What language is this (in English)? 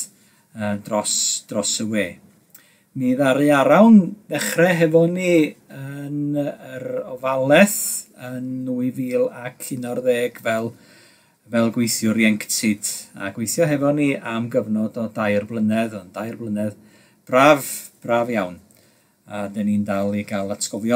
Welsh